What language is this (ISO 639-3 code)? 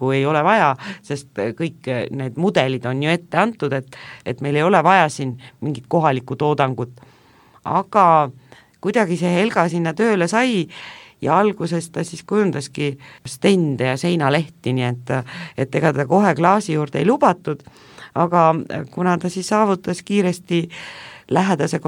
est